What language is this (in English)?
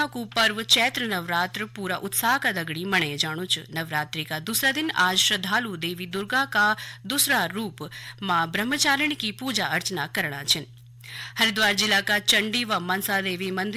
Garhwali